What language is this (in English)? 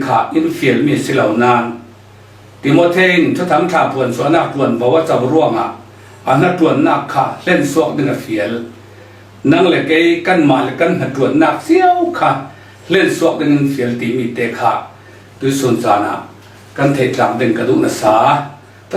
Falam Chin